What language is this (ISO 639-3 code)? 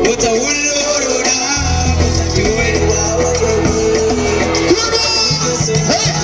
ful